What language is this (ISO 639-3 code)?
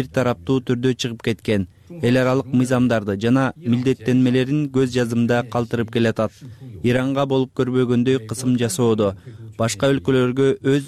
kir